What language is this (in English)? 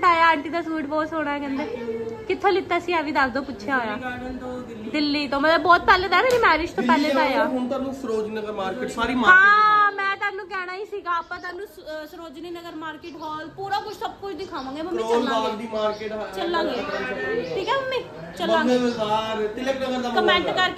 Punjabi